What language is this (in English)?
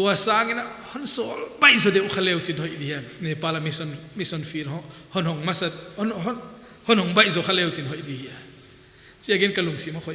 Paite Chin